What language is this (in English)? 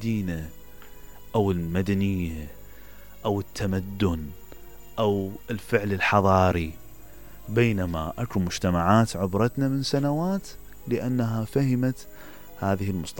Mesopotamian Arabic